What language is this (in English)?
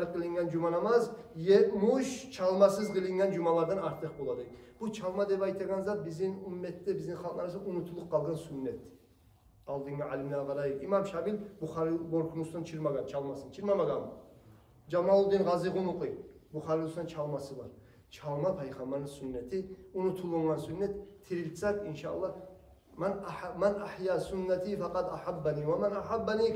Kumyk